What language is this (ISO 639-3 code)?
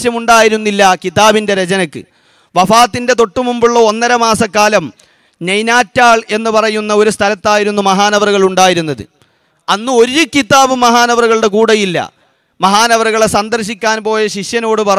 mal